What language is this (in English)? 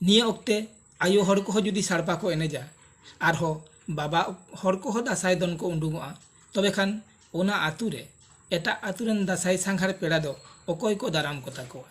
Santali